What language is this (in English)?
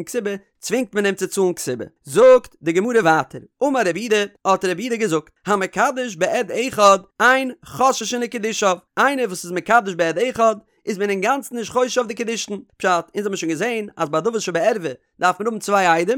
Yiddish